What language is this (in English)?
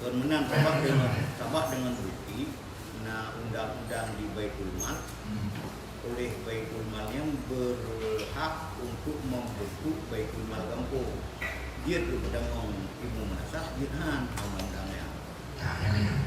Achinese